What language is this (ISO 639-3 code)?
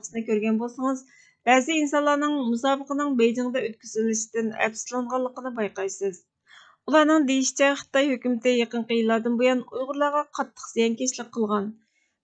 uig